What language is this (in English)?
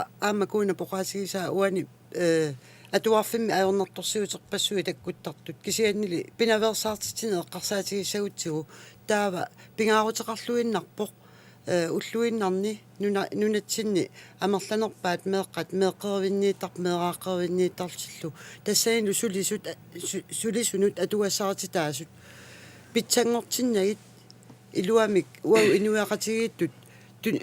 Kalaallisut